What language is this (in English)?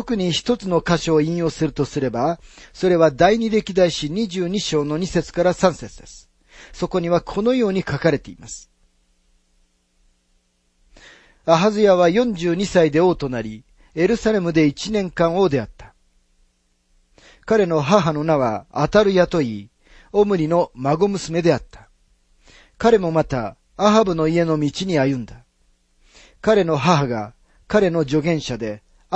Japanese